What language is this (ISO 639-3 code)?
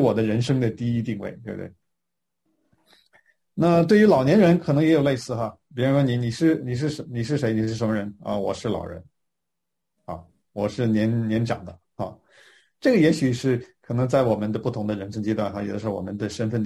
zho